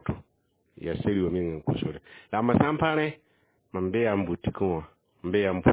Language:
Mossi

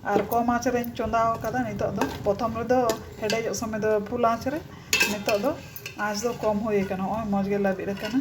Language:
Santali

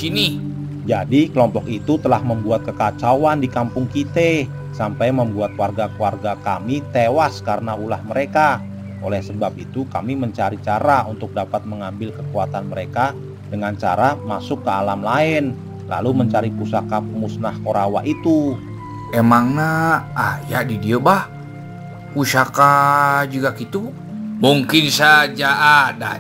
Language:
Betawi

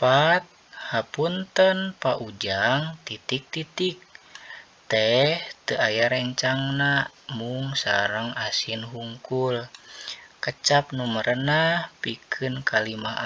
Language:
Sundanese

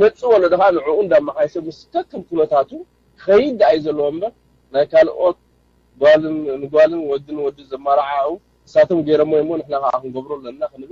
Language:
Tigrinya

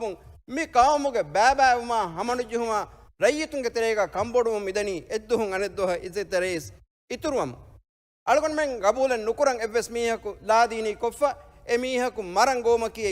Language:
Divehi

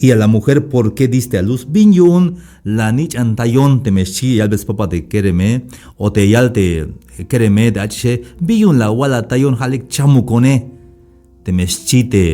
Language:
Tzeltal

